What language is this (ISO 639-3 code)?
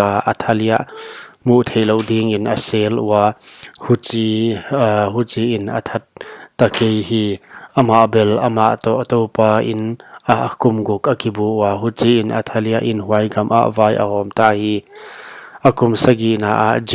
pck